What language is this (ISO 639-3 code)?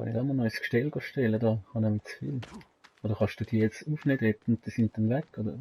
gsw